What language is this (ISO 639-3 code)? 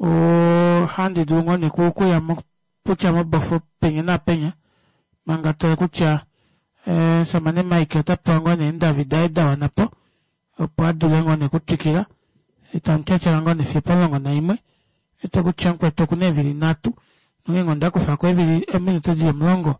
kua